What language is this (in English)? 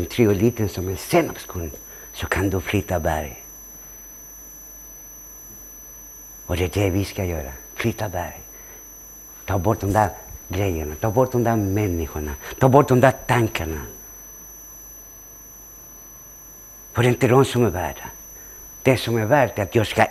Swedish